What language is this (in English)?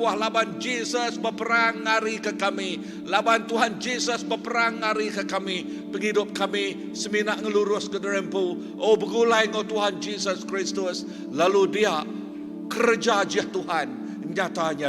Iban